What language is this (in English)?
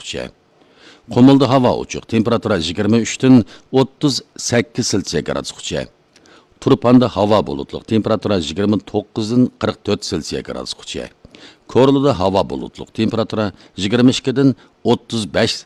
Uyghur